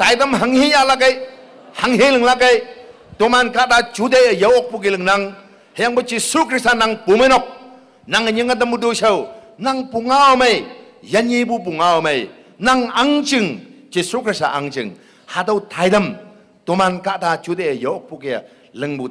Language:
Konyak Naga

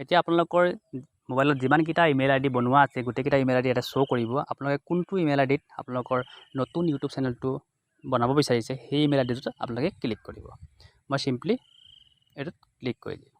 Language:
Assamese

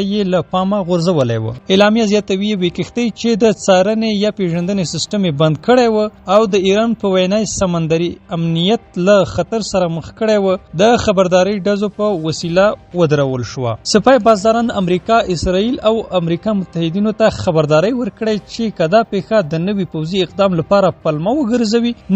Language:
Pashto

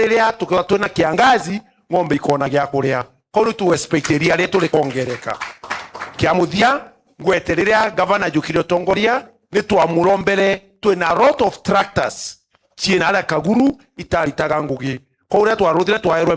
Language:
Meru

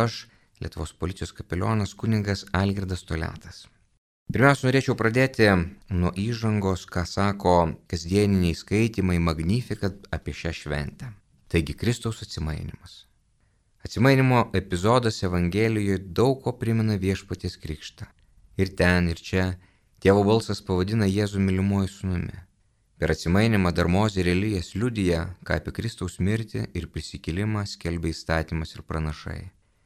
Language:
Lithuanian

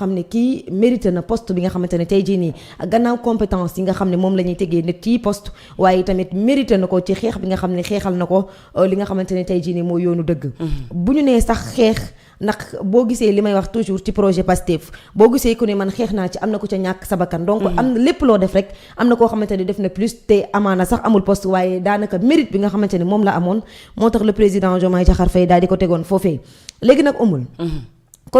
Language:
Wolof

